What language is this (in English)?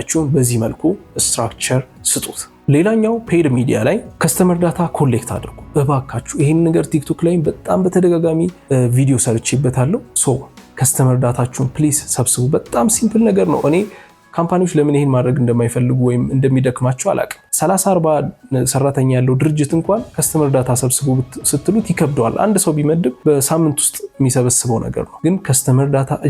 Amharic